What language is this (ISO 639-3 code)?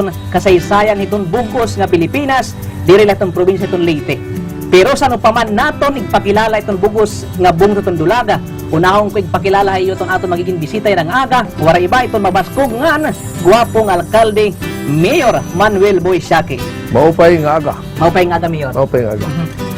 war